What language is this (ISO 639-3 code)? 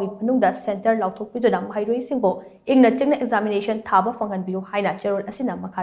mni